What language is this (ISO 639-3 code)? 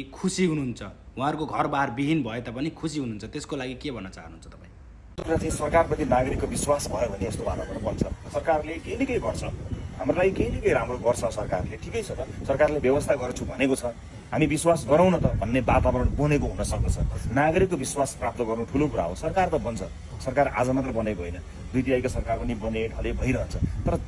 nep